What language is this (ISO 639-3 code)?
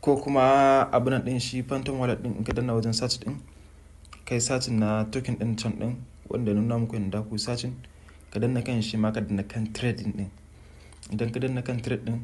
hau